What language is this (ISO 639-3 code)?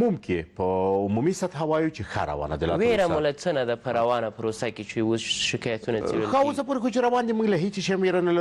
pus